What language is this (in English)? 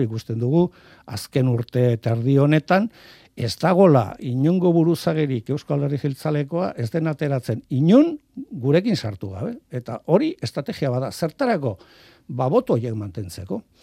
Basque